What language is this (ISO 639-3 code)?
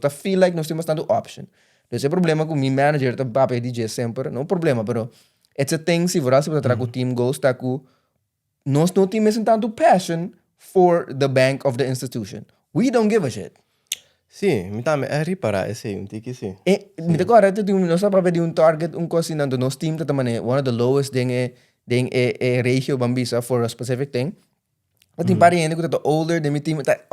pap